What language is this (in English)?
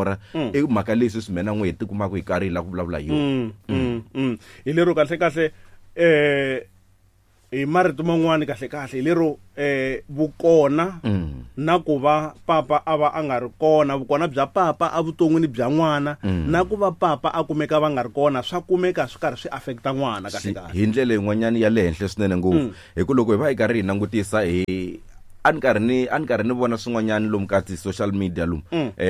Tsonga